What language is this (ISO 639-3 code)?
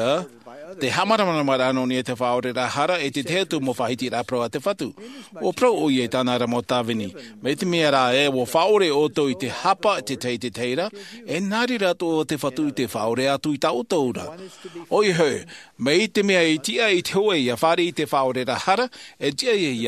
tah